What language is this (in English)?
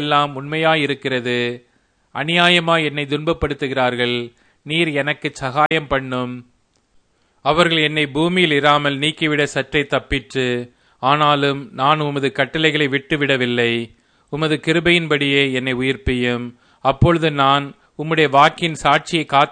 Tamil